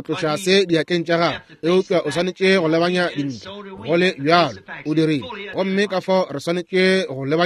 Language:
Northern Sotho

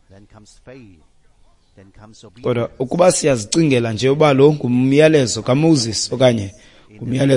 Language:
Xhosa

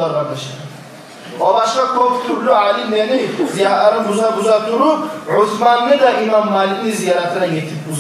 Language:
Kumyk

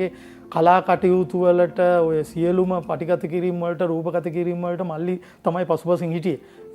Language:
Sinhala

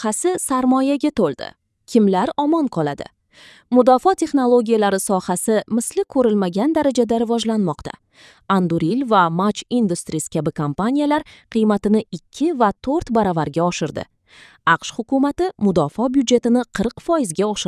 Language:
Uzbek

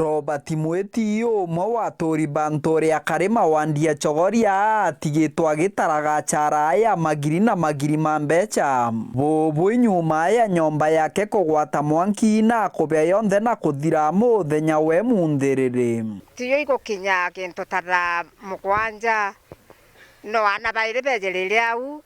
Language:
Meru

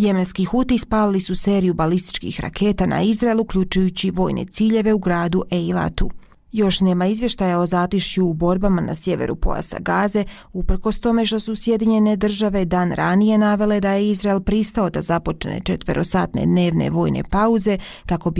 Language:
Bosnian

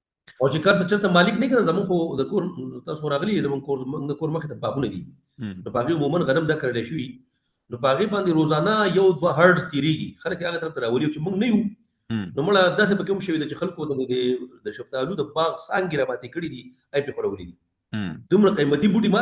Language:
Pashto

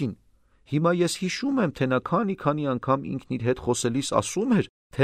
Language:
Armenian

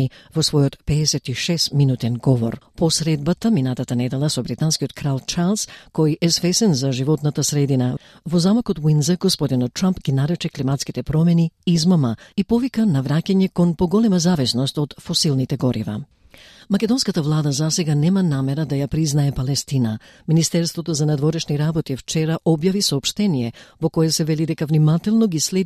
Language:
Macedonian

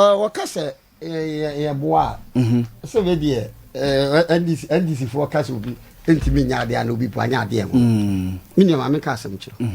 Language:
Akan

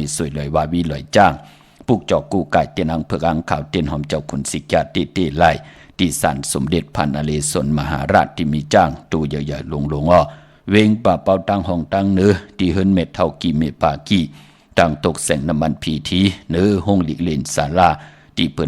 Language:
Shan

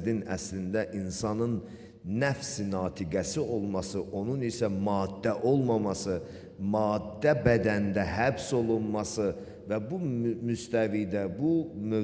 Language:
Azerbaijani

